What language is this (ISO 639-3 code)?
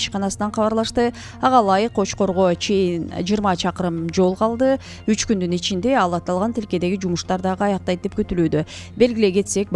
kir